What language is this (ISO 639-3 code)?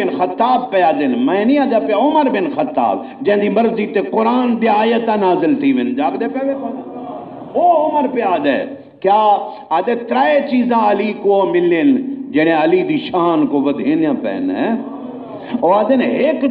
skr